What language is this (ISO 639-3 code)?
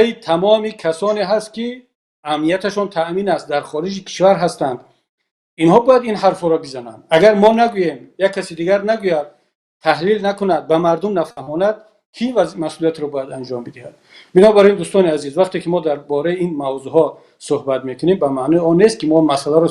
tgk